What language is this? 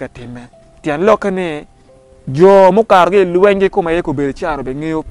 Acoli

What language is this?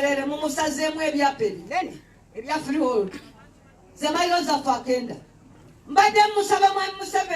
Ganda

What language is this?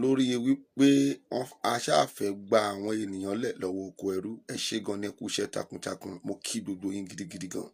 Yoruba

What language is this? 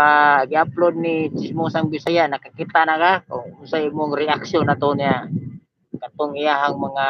Cebuano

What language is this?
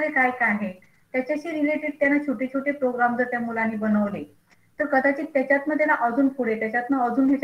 Marathi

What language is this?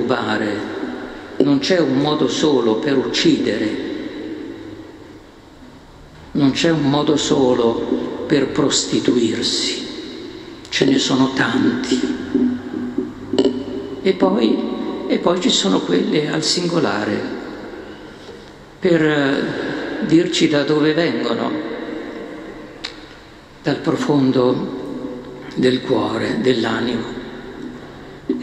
Italian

